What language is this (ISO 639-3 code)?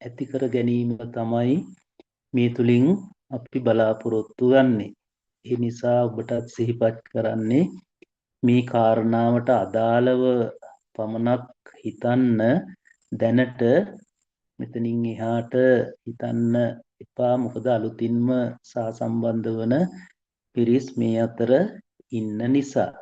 sin